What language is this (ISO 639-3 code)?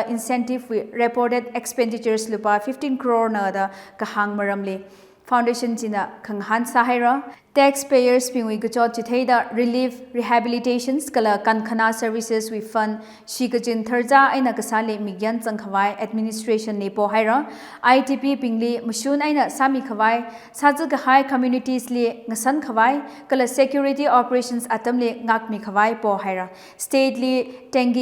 nmf